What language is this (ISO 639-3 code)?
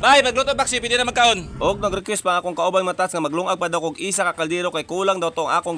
ceb